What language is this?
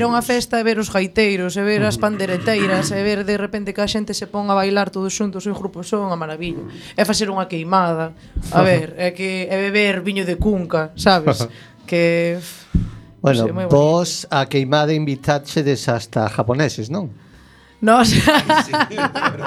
Galician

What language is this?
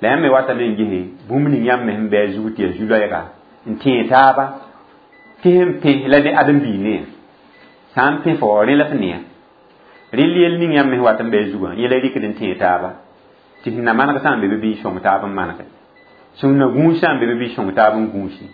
Mossi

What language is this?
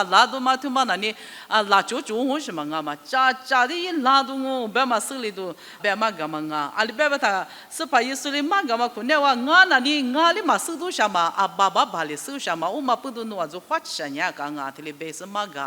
Lisu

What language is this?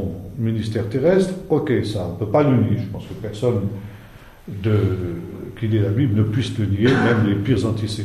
French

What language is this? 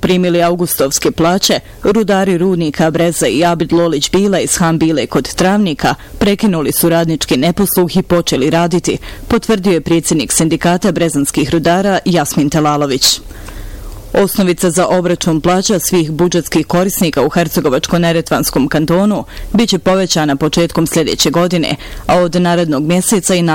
Bosnian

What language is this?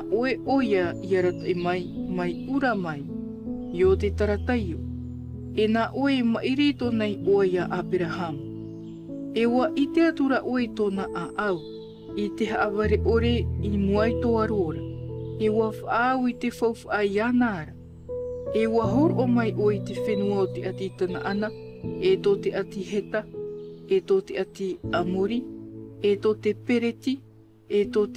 Tahitian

